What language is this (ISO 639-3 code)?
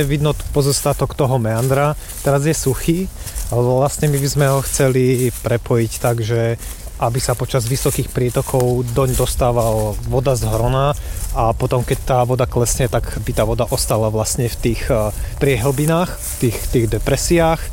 slk